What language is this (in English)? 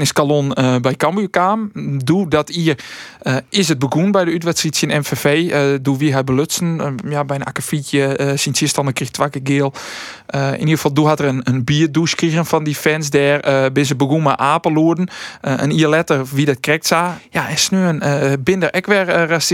Western Frisian